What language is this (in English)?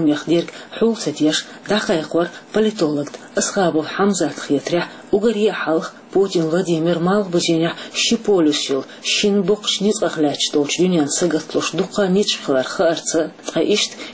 Chechen